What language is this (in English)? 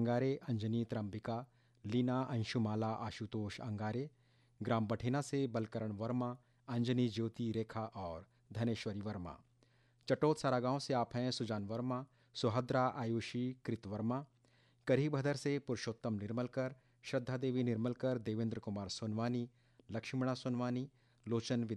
Chhattisgarhi